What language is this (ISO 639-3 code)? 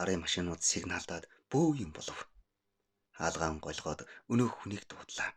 mon